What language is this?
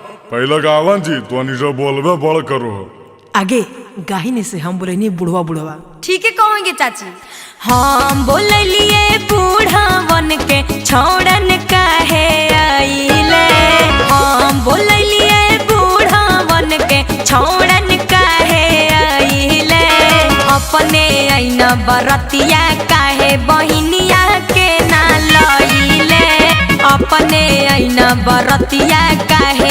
Magahi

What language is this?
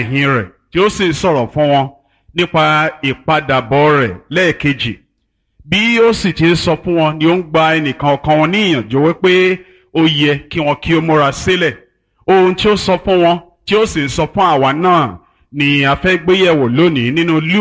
Yoruba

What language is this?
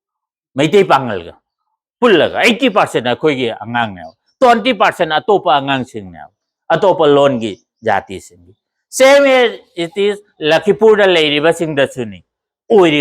Manipuri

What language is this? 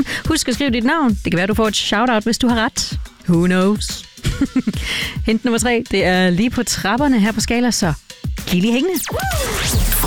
Danish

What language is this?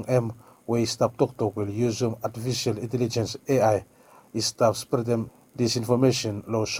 Bislama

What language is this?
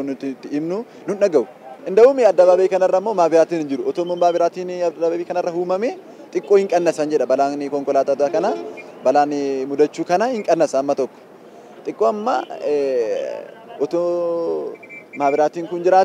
Oromo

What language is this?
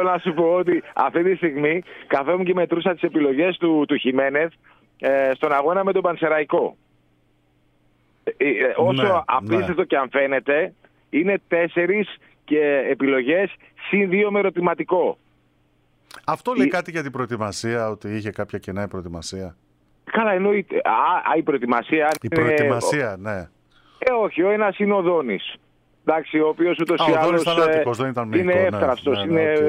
Greek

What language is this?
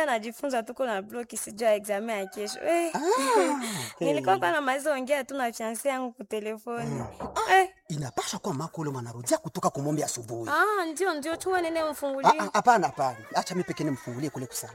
Swahili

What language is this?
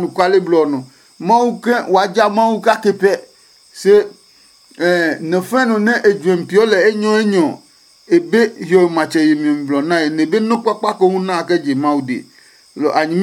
Adangme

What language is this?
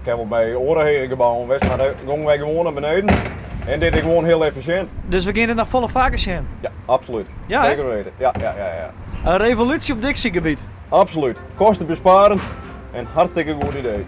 Western Frisian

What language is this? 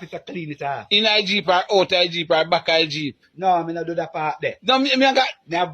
Jamaican Creole English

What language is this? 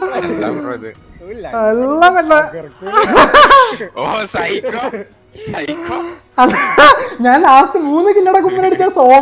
Malayalam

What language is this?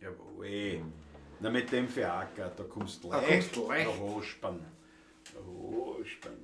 Bavarian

